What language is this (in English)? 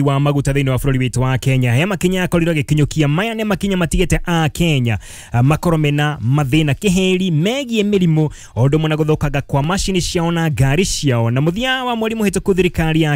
Kikuyu